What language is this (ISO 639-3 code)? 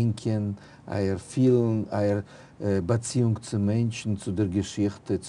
yid